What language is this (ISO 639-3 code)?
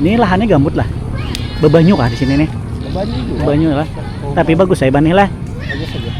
bjn